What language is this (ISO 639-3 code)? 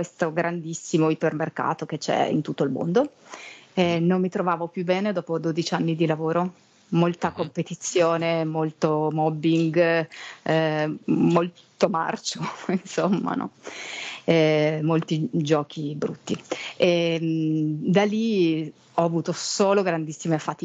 ita